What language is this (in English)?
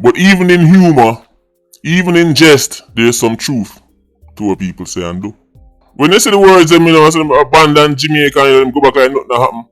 Jamaican Creole English